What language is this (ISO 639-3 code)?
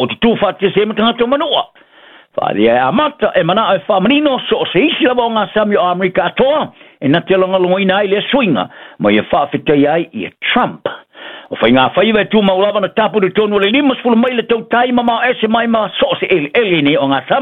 smo